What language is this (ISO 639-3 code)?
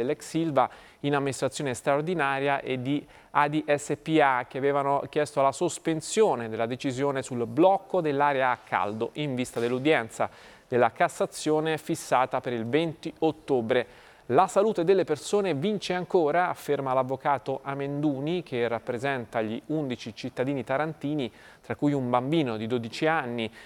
ita